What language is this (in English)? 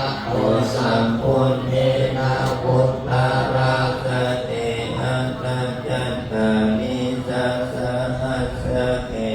Pali